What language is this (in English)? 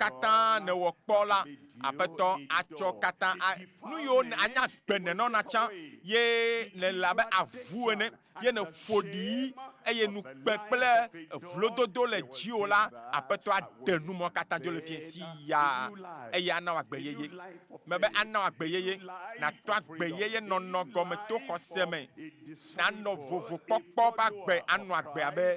Ewe